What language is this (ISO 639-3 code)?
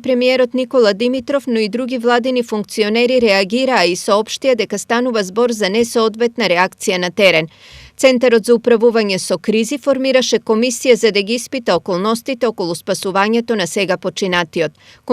mkd